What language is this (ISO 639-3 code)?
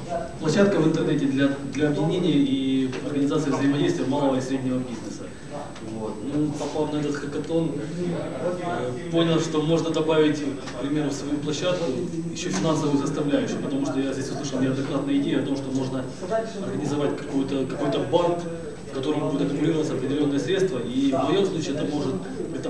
rus